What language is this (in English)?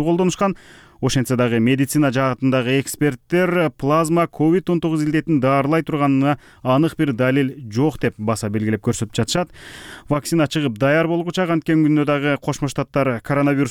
Kyrgyz